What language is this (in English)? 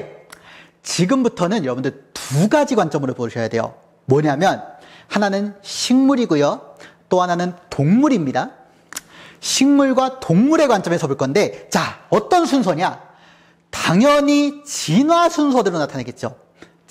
Korean